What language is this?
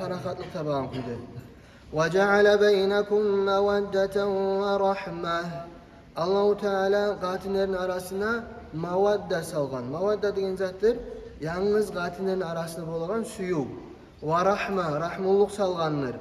Kumyk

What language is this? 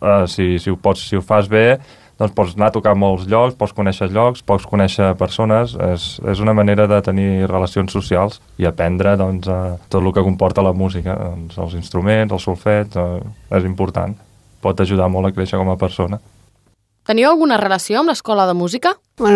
Catalan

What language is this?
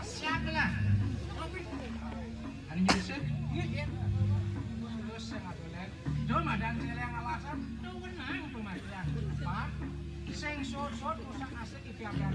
Balinese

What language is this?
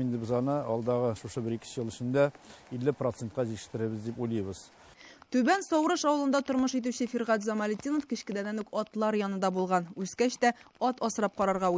Tatar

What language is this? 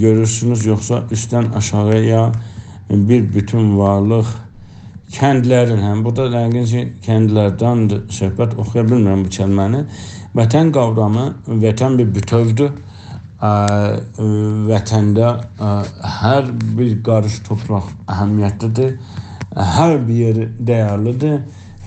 South Azerbaijani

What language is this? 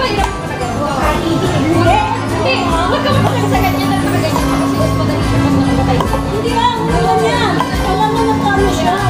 Filipino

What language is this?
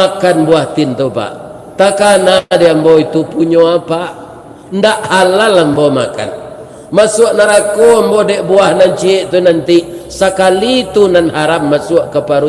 Minangkabau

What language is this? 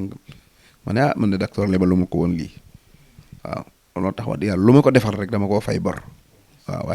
Wolof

